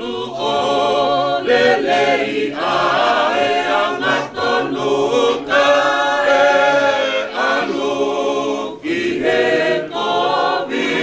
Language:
Tongan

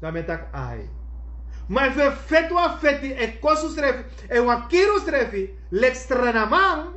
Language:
Sranan Tongo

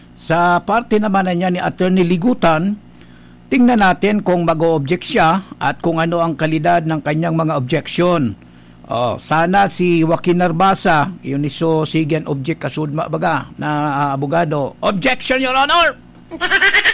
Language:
Bikol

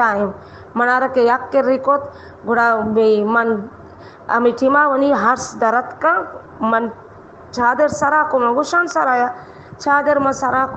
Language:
Baluchi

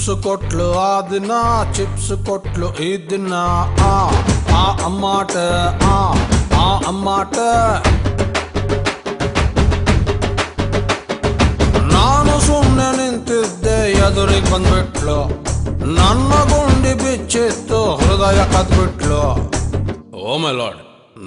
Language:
Kannada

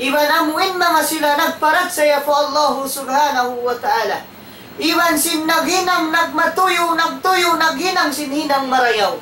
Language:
Tausug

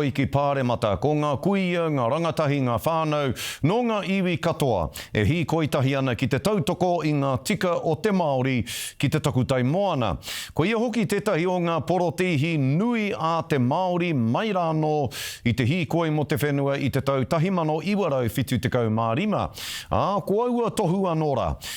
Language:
Māori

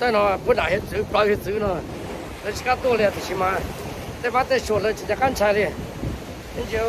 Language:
Hmong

